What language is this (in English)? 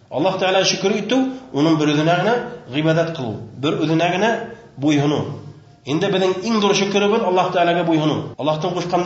Bashkir